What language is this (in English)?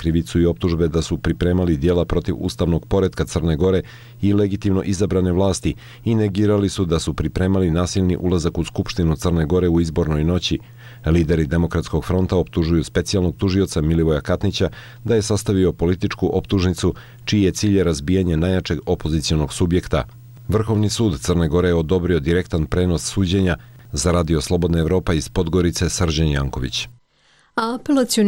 Serbian